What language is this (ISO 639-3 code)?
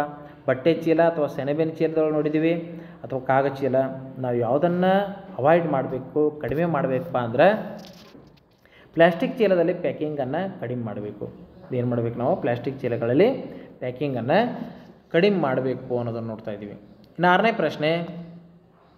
kan